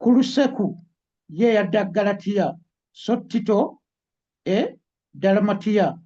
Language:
Ganda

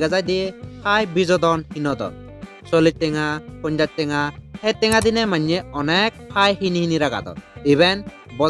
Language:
Chakma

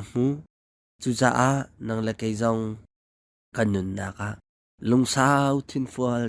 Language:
Hakha Chin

